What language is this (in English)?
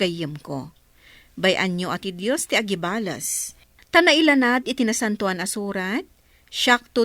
Iloko